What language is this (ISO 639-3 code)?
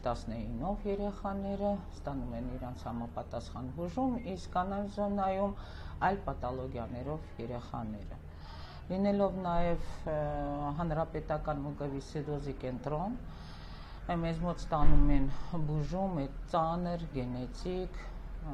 hye